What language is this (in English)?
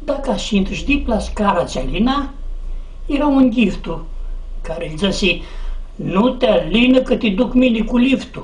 Aromanian